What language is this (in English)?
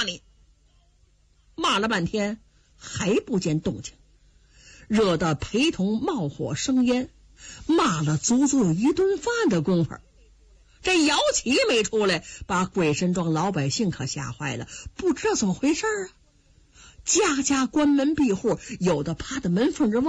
Chinese